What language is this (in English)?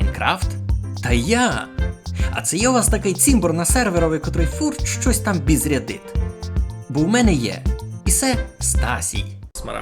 Rusyn